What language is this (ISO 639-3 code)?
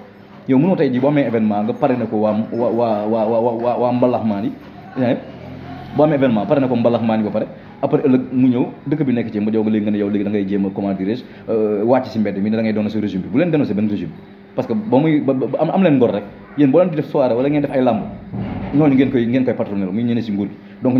wol